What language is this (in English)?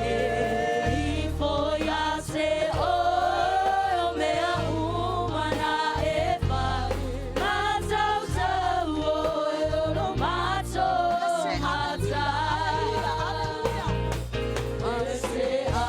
Samoan